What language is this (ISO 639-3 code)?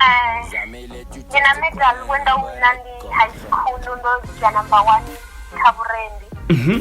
ven